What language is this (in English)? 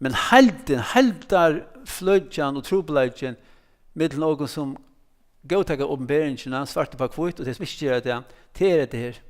Faroese